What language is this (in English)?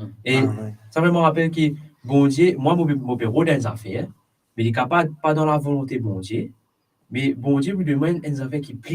Morisyen